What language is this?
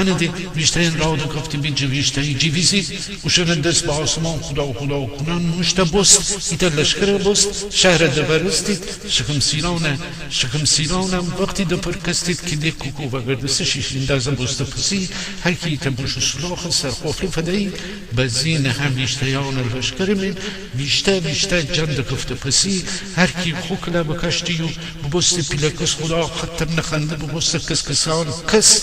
Gilaki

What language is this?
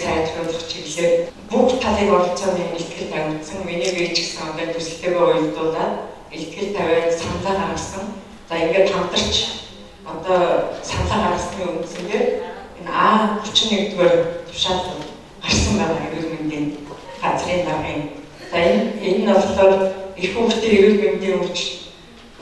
Mongolian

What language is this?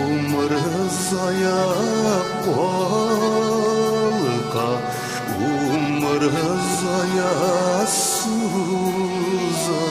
Bashkir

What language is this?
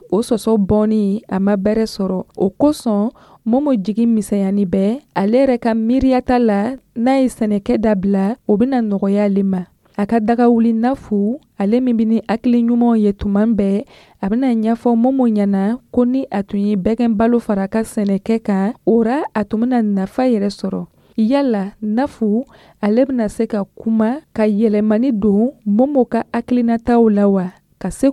Dyula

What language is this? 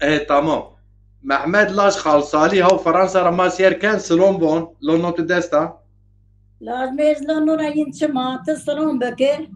Zaza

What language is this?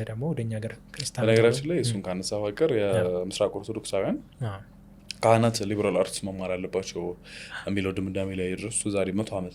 Amharic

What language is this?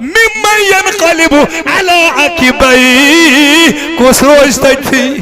Kashmiri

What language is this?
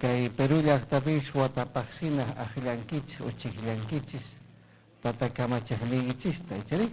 Ayacucho Quechua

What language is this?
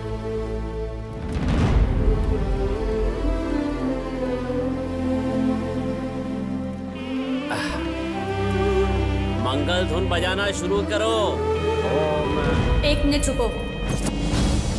Hindi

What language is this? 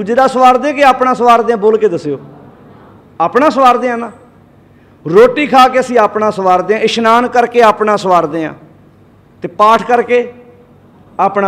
Punjabi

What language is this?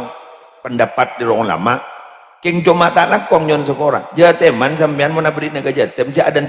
Madurese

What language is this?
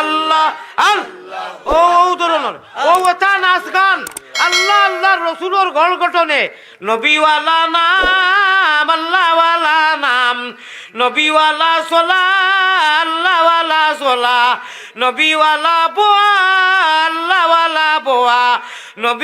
Sylheti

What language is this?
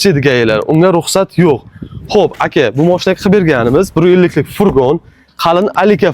Uzbek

